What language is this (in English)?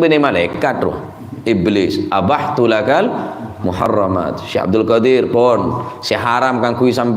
Madurese